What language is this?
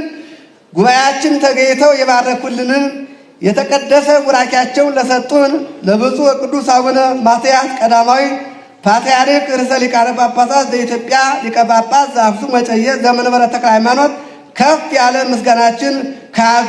Amharic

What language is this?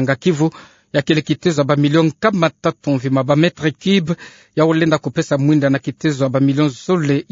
Kituba (Democratic Republic of Congo)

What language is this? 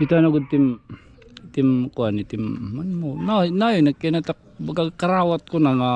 Waray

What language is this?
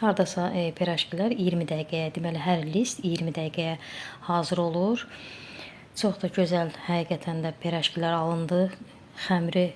Azerbaijani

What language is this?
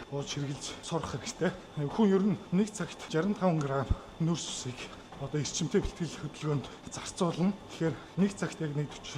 Mongolian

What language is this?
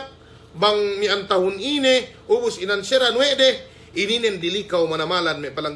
Yakan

